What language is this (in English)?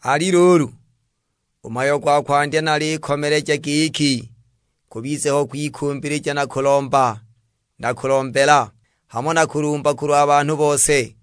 Sukuma